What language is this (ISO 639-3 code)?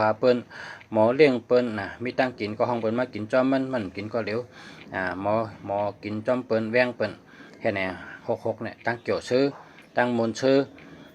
shn